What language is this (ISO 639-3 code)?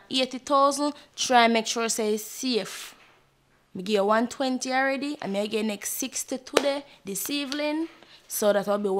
jam